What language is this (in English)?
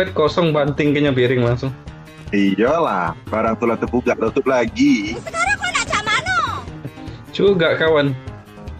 Musi